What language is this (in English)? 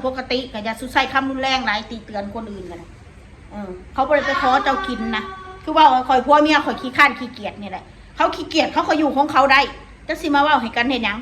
Northeastern Thai